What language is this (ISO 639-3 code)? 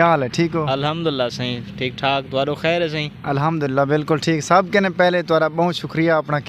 skr